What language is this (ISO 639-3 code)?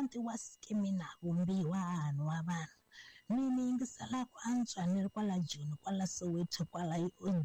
tso